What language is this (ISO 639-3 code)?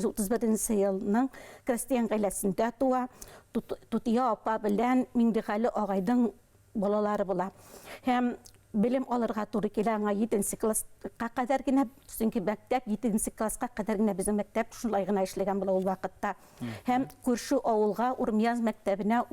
bak